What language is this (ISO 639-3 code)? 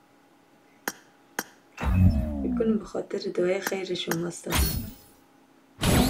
fas